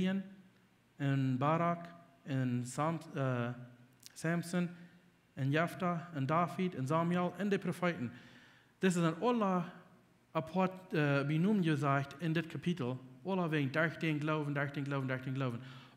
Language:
Plautdietsch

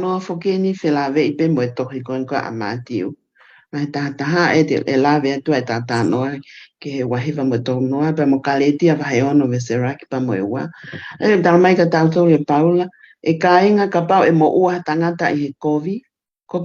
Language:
Tongan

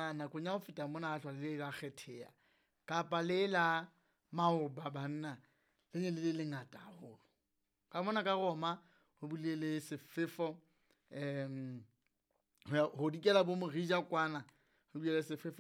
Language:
Southern Sotho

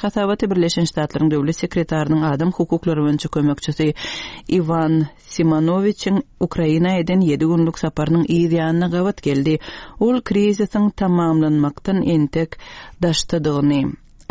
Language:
Turkmen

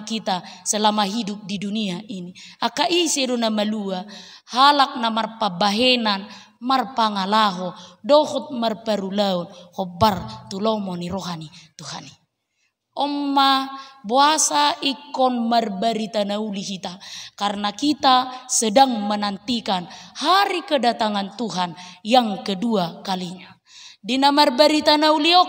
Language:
Batak Toba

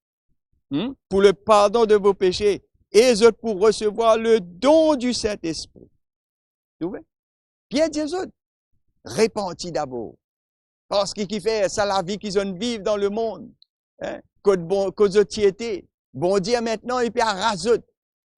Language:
Morisyen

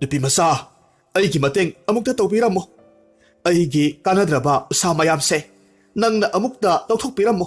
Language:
Manipuri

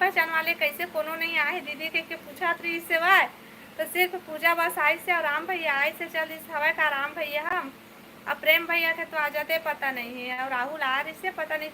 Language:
Chhattisgarhi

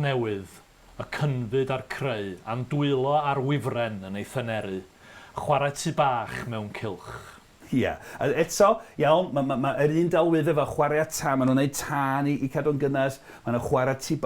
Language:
Welsh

